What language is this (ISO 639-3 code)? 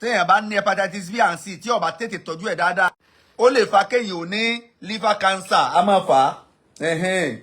yor